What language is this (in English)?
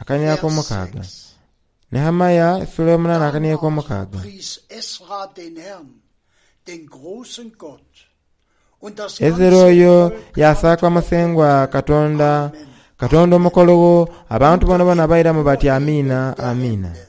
Soga